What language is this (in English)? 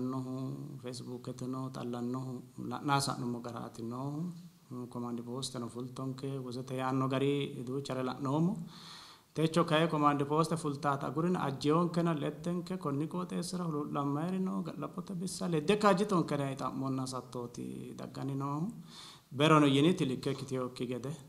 Sidamo